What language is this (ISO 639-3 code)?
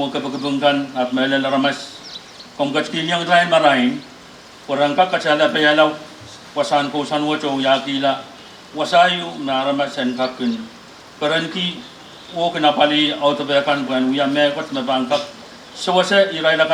pon